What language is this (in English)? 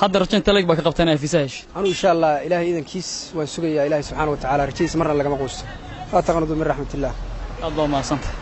Somali